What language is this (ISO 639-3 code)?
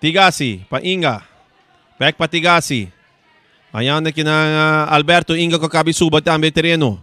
pap